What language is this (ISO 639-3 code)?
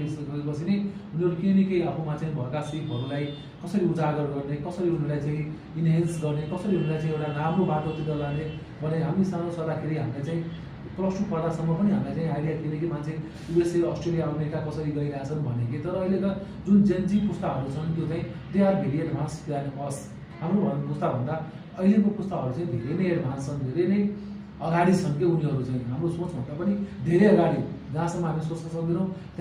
nep